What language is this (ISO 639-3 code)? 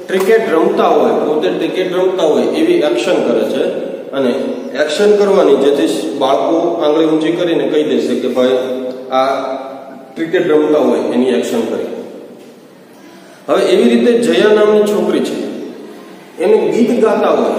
guj